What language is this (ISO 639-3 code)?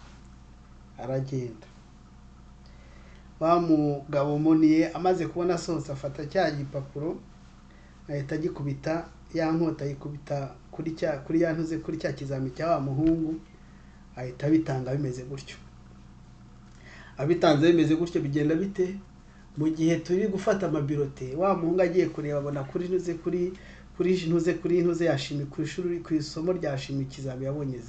kin